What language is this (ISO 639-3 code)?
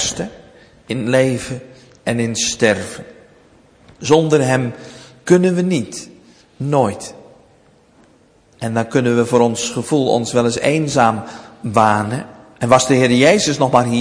nld